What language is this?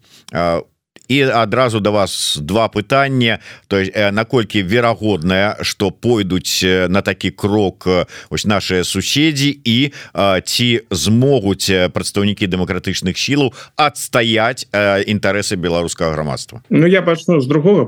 Belarusian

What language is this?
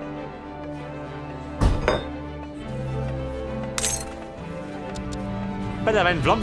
Bavarian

